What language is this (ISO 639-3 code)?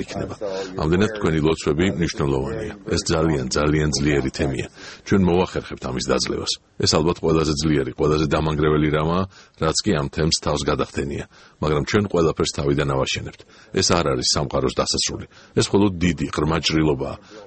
kat